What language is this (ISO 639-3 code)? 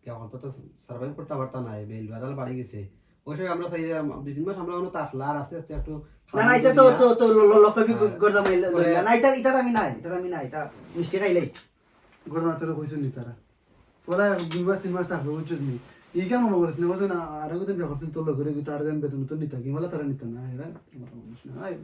syl